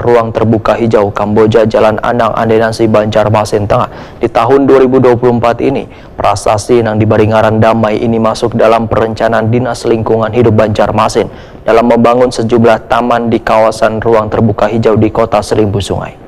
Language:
Banjar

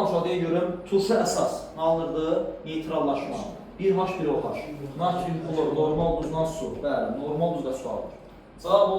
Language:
Azerbaijani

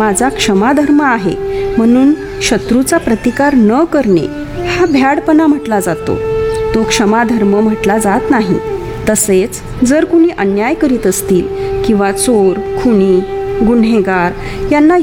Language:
Marathi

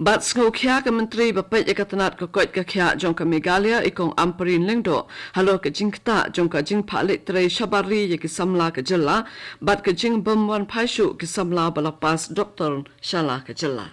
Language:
Khasi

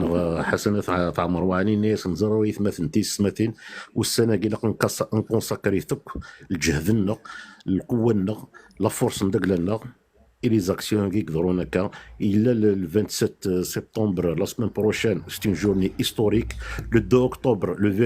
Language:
Kabyle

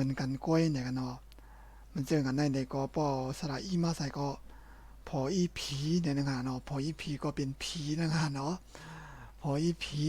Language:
Shan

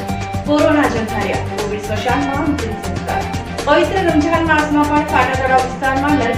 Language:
Gujarati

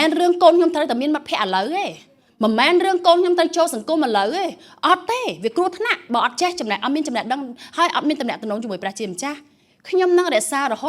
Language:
Khmer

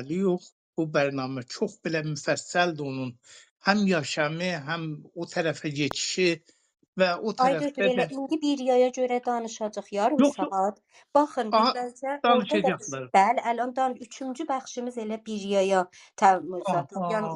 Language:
South Azerbaijani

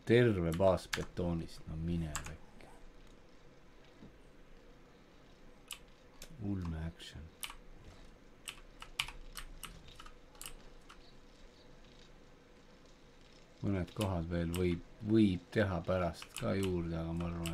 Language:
Estonian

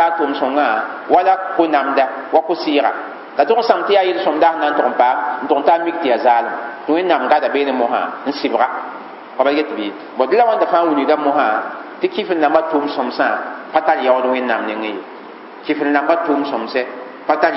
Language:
Mossi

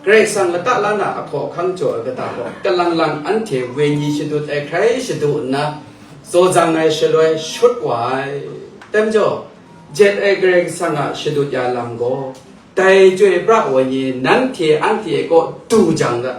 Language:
Kachin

